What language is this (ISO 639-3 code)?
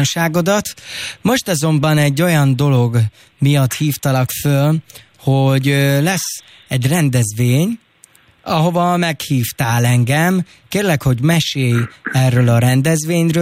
hun